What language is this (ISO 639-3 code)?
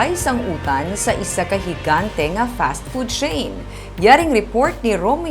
hil